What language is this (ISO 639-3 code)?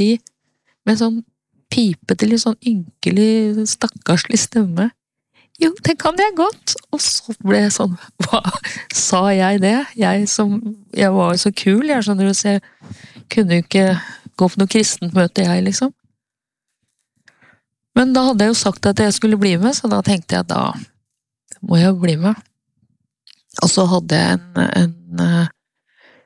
nor